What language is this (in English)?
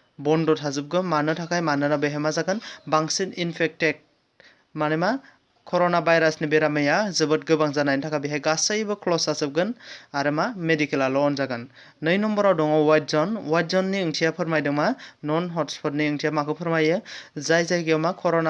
Bodo